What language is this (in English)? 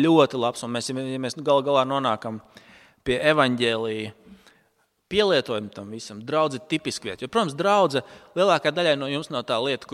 Latvian